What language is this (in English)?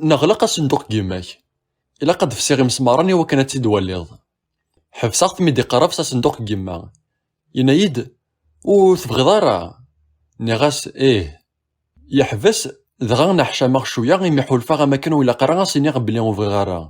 Kabyle